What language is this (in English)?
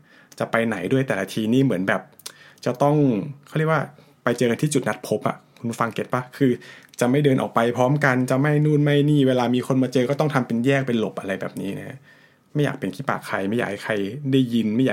Thai